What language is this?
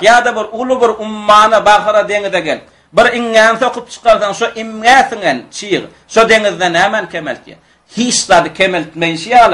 Turkmen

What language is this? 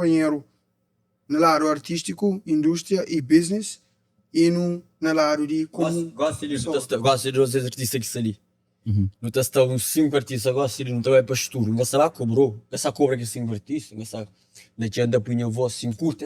Kabuverdianu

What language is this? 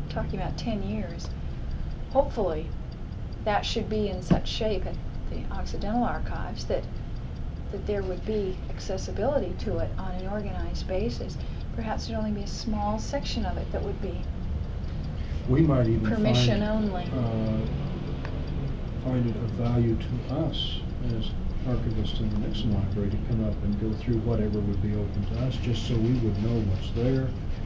English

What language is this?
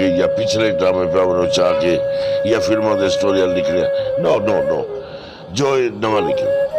Saraiki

